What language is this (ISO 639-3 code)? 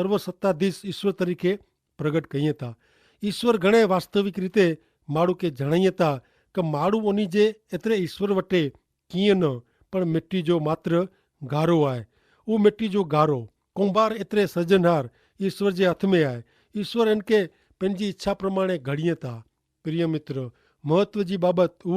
kfr